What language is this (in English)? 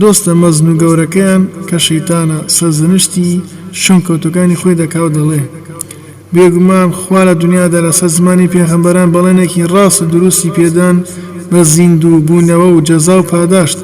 Central Kurdish